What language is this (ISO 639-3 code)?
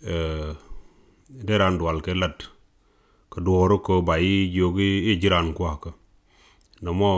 nus